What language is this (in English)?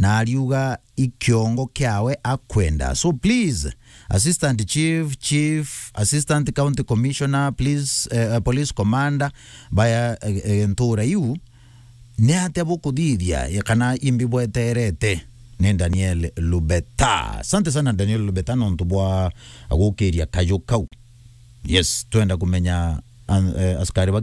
Meru